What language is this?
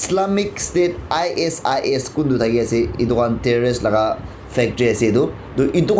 Naga Pidgin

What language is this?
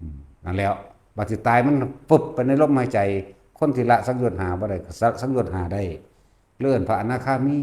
Lao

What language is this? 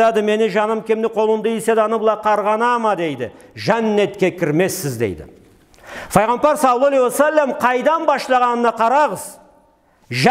Karachay-Balkar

